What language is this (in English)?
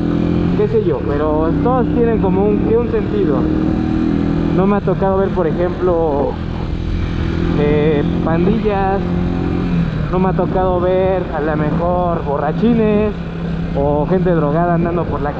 Spanish